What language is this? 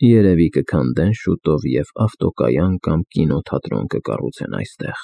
Armenian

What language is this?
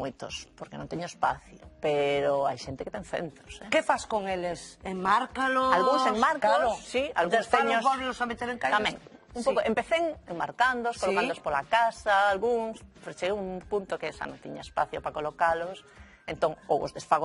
Galician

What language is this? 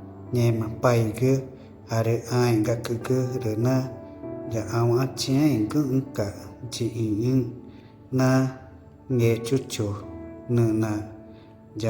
Ticuna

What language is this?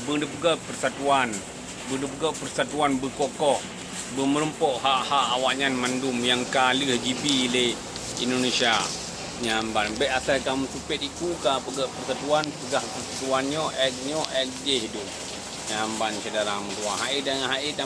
Achinese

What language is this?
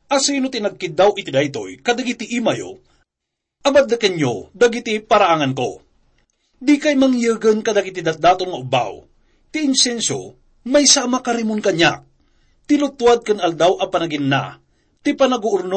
Iloko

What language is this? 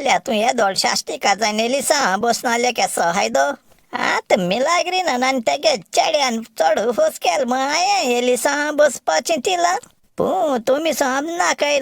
Konkani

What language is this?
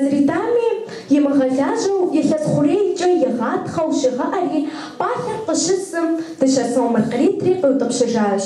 Kabardian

